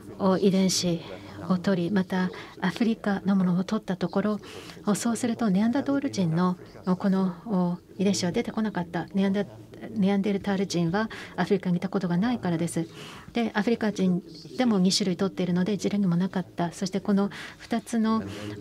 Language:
Japanese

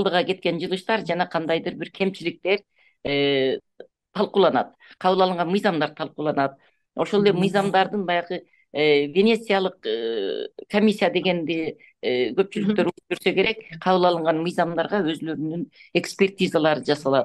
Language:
Kyrgyz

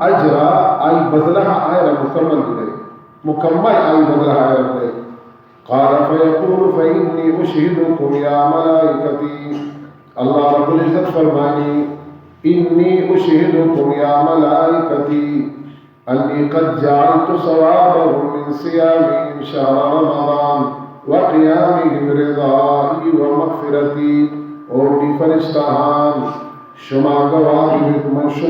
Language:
Baluchi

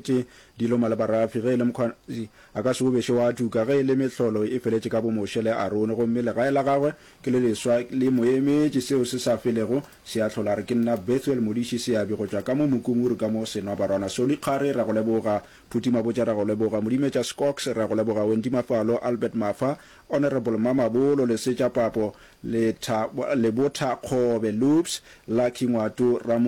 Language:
Northern Sotho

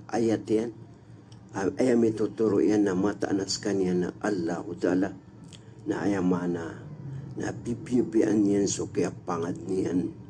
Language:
Maranao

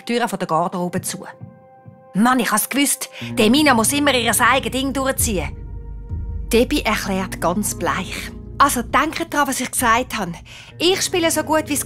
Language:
Swiss German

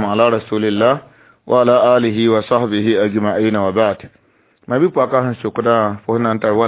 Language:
Mossi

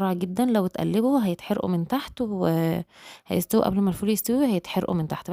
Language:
Egyptian Arabic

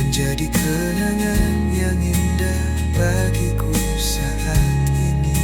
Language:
Makassar Malay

